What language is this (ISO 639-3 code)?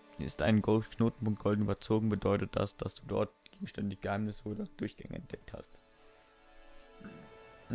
deu